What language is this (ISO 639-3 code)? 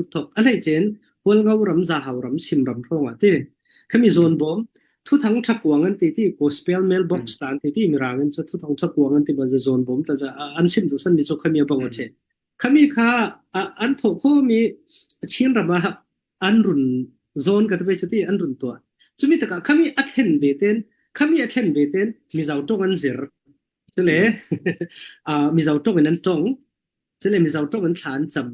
cfm